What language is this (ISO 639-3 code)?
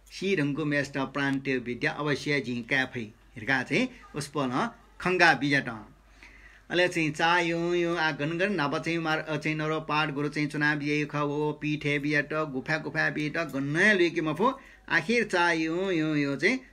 new